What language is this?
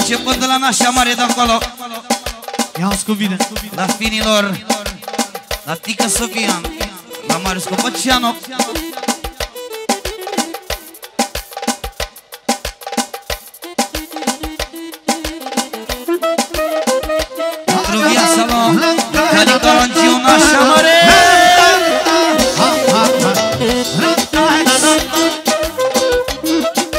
Romanian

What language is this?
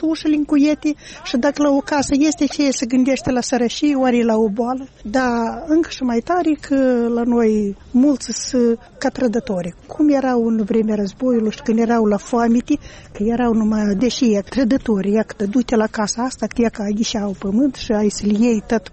Romanian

